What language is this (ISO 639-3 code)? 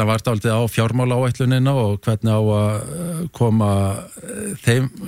isl